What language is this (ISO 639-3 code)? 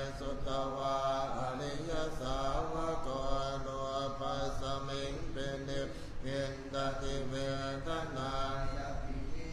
pli